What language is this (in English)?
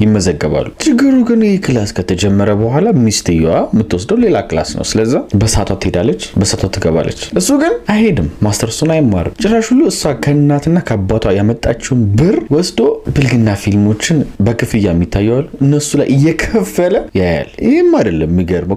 Amharic